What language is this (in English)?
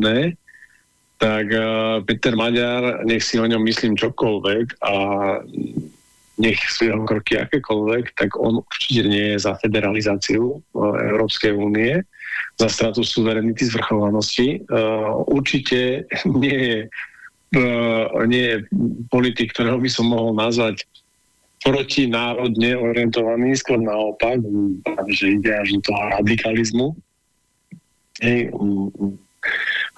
Slovak